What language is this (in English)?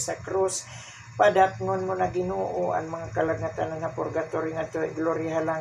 Waray